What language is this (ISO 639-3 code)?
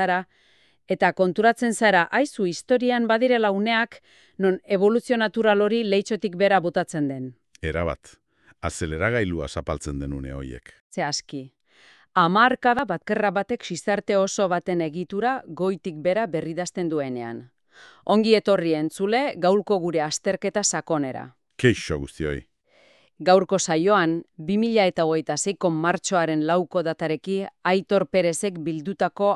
eus